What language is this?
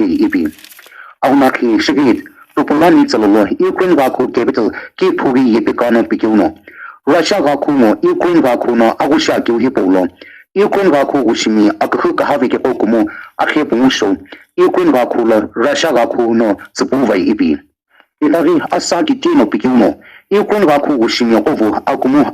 Sumi Naga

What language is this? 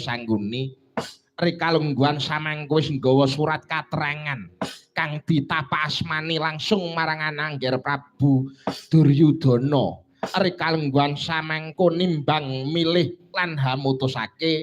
Javanese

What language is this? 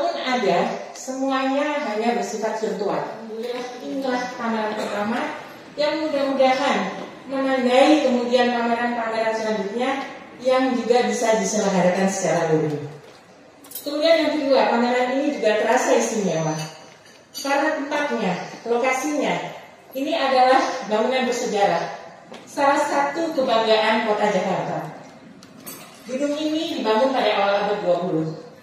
Indonesian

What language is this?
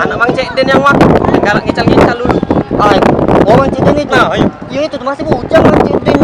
Musi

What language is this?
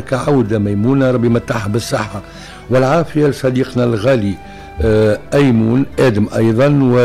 Tunisian Arabic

